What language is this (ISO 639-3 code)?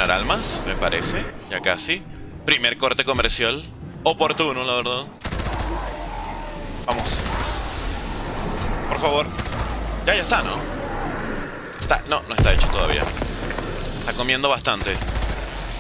spa